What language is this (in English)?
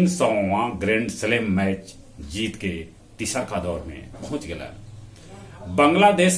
Magahi